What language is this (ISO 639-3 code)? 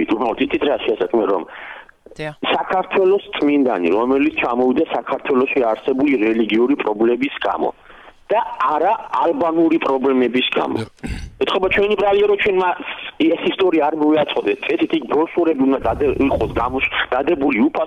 kat